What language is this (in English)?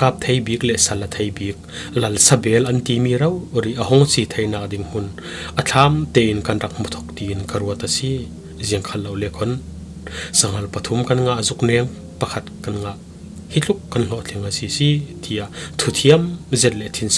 Falam Chin